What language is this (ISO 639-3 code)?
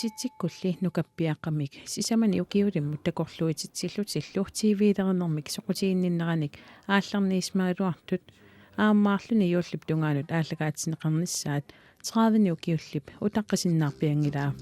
kal